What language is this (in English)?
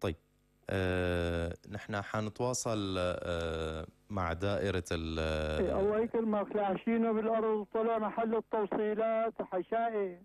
North Levantine Arabic